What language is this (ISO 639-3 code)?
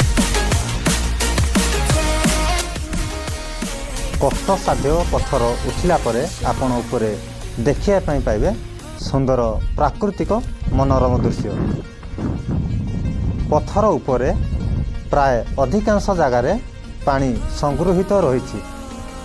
ori